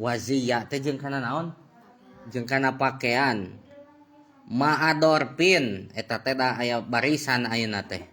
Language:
Sundanese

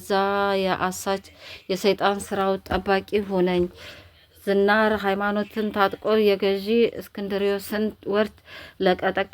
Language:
Amharic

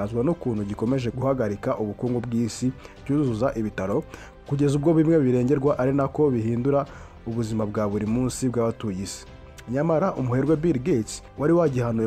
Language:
Kinyarwanda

